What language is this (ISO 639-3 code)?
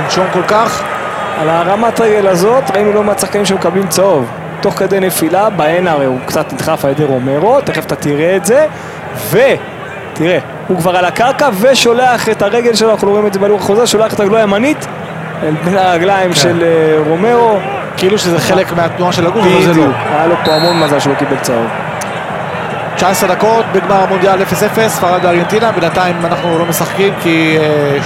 heb